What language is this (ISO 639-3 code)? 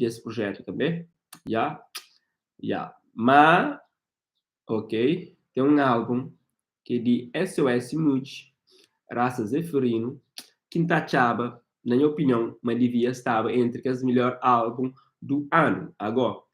kea